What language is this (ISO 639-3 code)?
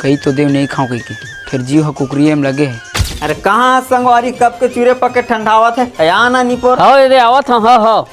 hne